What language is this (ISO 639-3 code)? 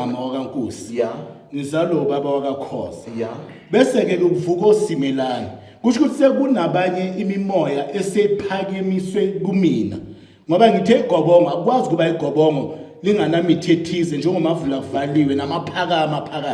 zul